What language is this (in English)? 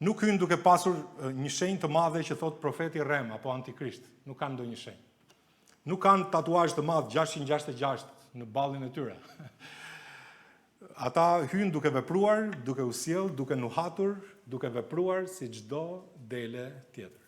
Albanian